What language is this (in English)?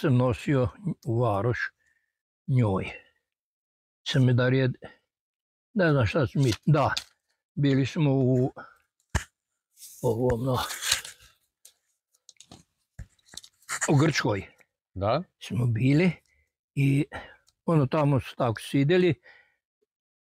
Croatian